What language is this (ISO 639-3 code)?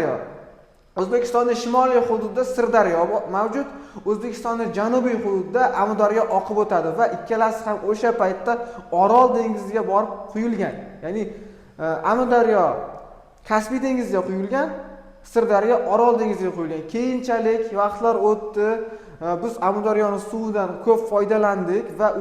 uzb